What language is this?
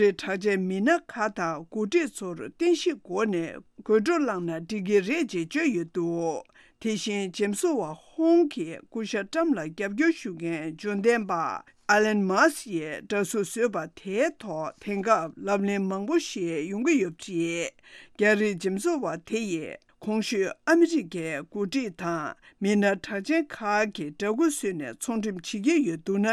Tibetan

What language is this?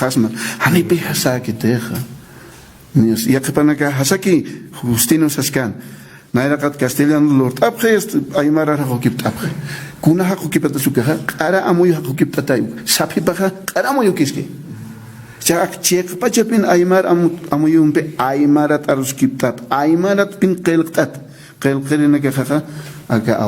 Aymara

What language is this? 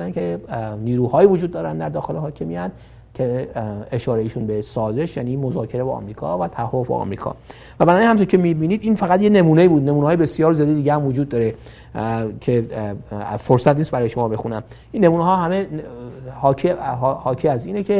Persian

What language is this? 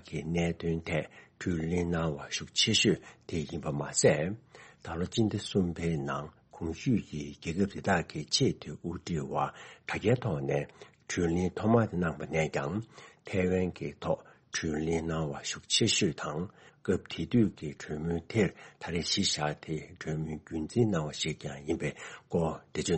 Tibetan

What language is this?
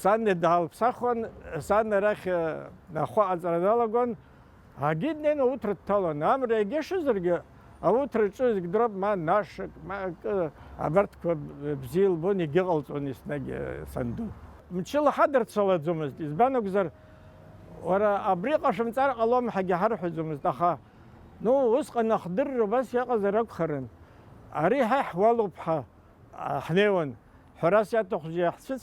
Abkhazian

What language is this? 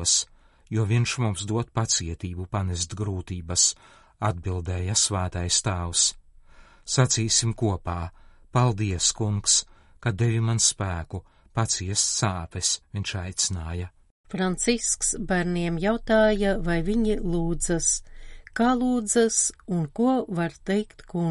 Latvian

